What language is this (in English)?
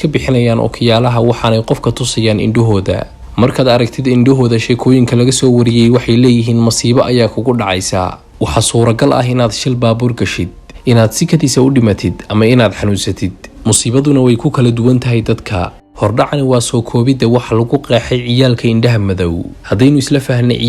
Somali